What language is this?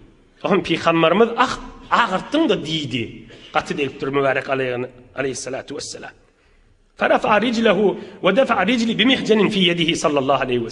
Turkmen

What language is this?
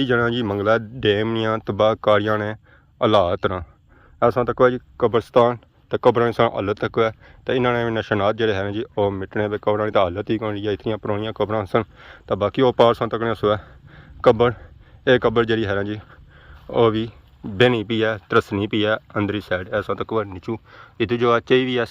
Pahari-Potwari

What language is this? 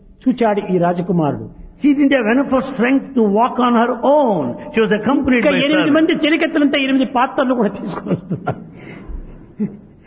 Telugu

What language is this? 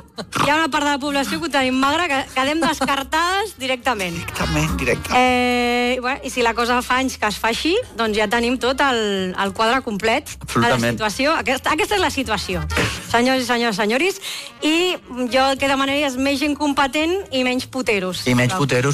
Catalan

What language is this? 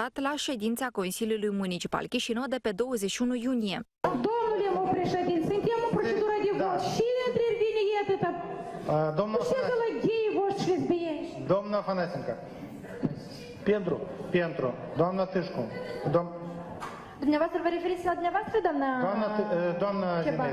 Romanian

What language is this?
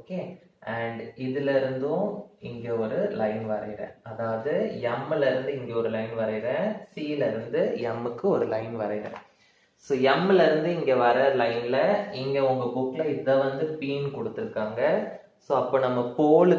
Tamil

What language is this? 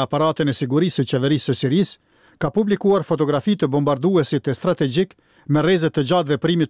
Albanian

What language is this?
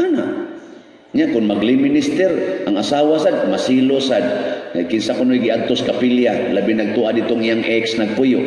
Cebuano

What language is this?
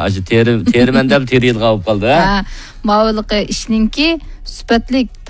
Uyghur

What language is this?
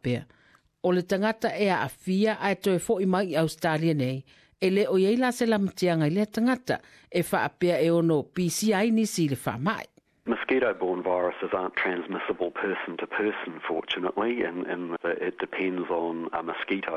Samoan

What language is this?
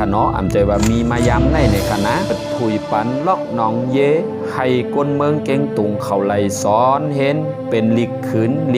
Shan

